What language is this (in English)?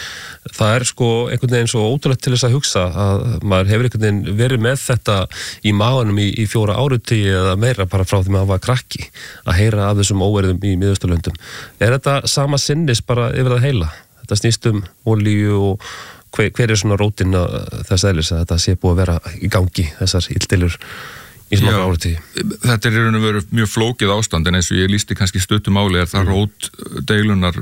Icelandic